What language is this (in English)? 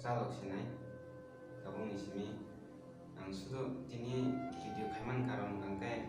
Kok Borok